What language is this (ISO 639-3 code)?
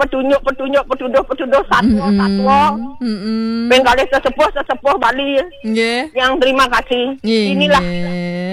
ind